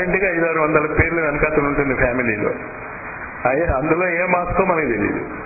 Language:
Telugu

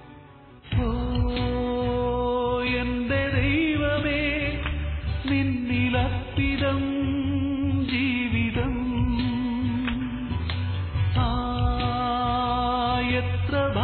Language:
Malayalam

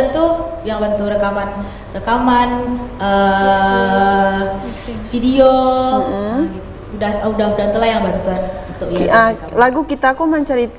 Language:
Minangkabau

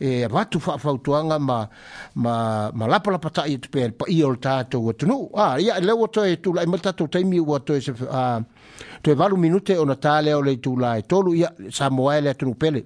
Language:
Samoan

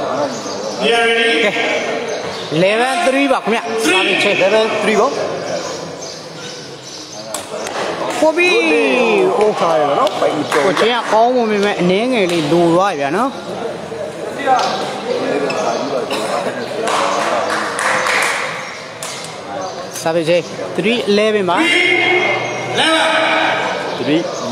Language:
Burmese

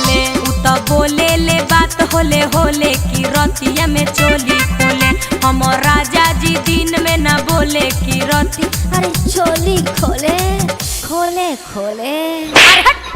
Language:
Magahi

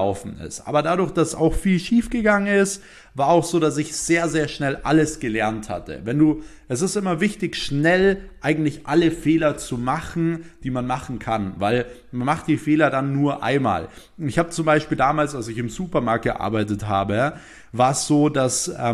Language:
German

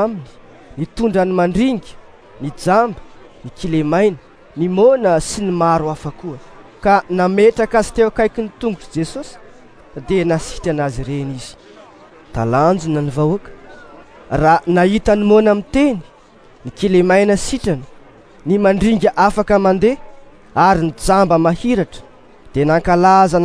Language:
Malagasy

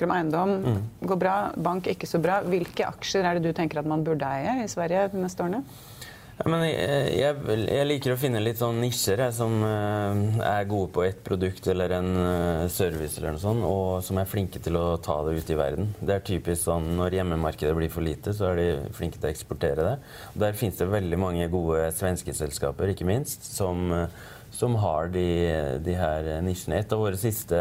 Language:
Norwegian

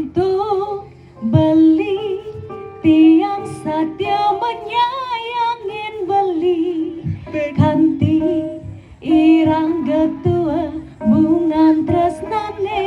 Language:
Balinese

